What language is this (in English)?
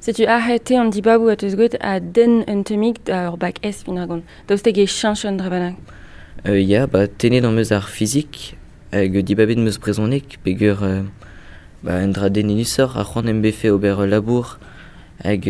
Breton